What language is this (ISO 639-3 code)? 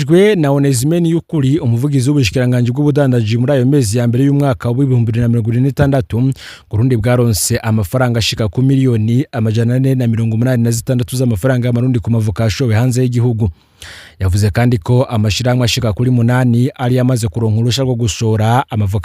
run